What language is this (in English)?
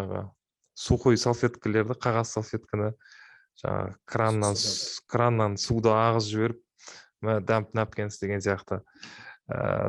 Kazakh